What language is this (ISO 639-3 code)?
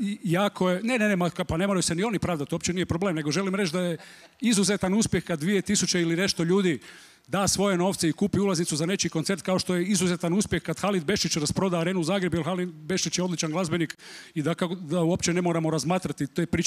hrv